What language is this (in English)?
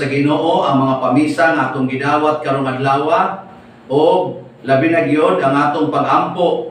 Cebuano